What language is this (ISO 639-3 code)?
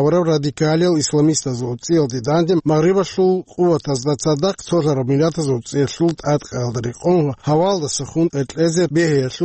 ava